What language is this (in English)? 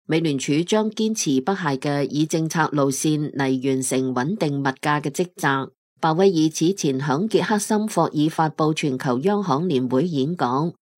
Cantonese